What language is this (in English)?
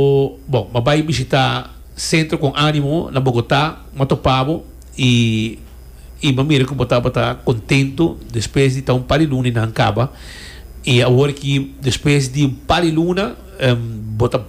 Papiamento